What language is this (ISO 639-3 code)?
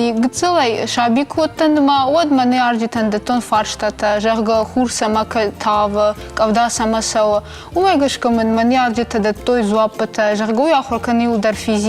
oss